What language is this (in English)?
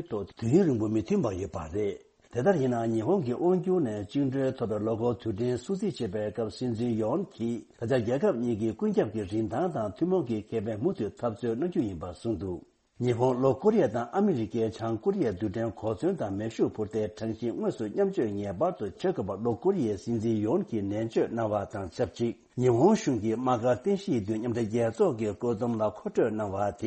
Tibetan